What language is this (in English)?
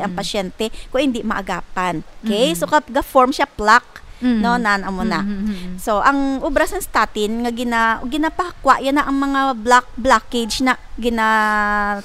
Hiligaynon